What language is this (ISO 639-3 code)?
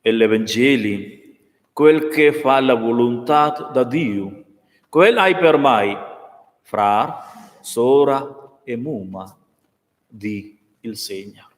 roh